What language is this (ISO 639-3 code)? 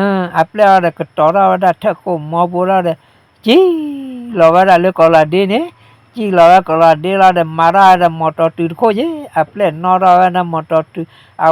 ksw